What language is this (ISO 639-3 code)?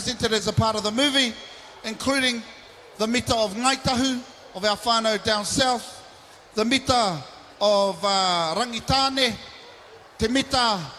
mri